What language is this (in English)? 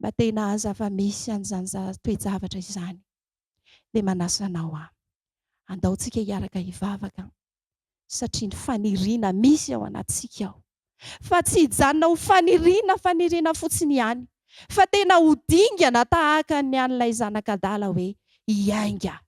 Malagasy